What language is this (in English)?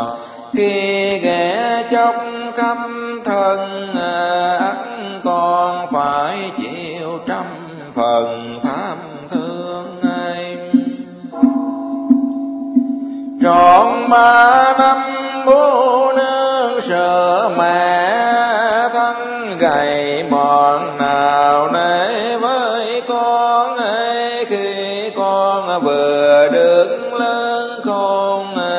Vietnamese